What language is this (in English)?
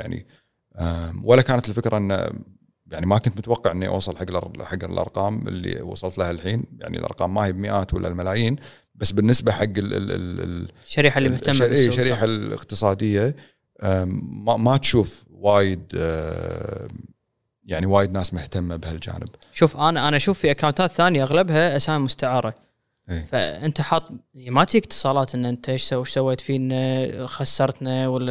Gulf Arabic